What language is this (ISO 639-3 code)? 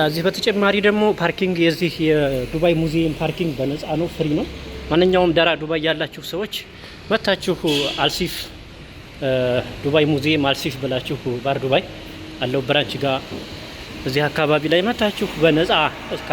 amh